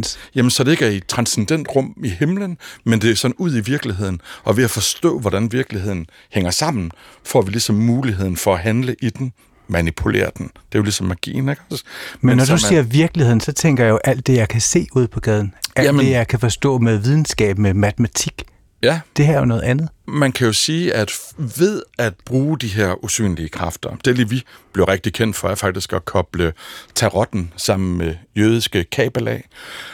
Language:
Danish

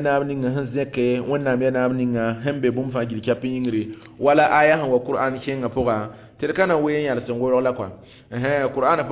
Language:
Mossi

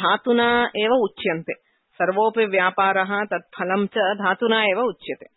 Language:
Sanskrit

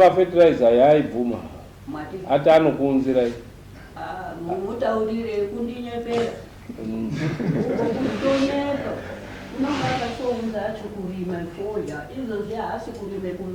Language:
Shona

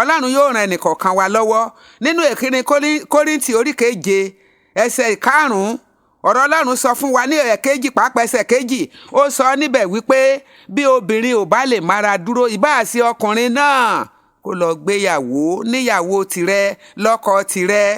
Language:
Yoruba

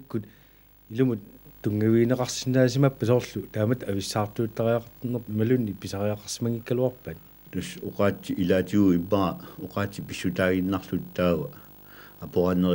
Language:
Kalaallisut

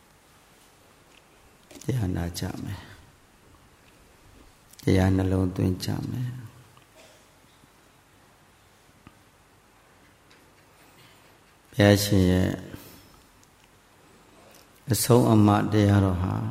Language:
Burmese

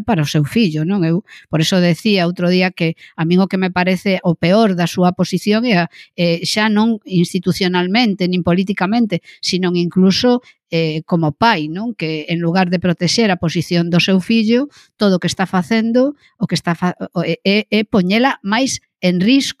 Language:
Galician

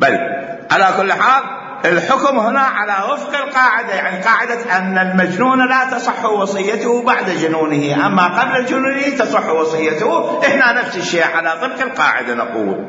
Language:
Mesopotamian Arabic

